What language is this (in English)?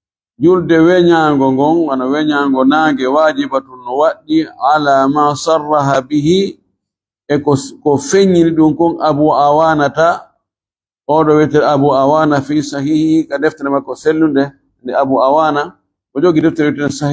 Fula